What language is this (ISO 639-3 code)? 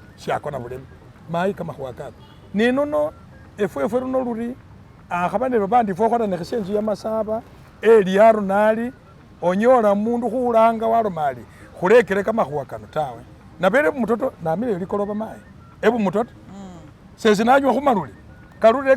myx